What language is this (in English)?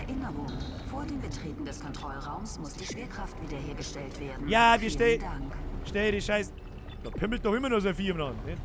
Bavarian